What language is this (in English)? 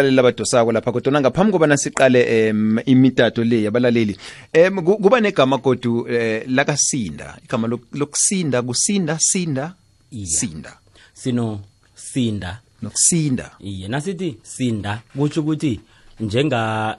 South Ndebele